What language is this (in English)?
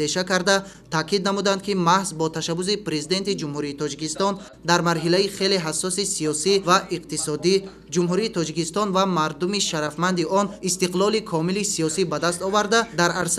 Tajik